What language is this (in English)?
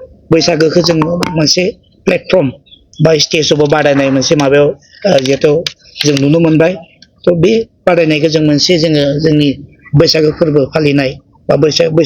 Bodo